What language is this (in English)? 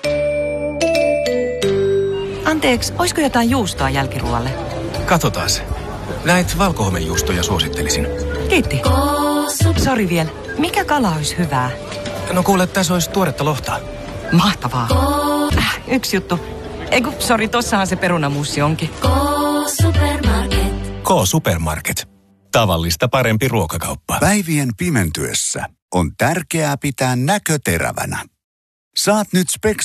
Finnish